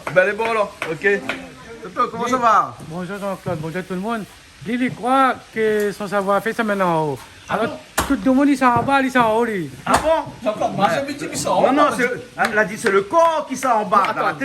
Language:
Réunion Creole French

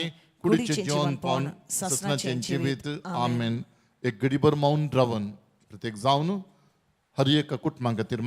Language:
Konkani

